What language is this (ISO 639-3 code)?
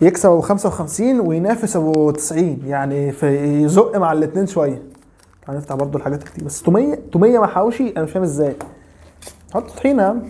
arz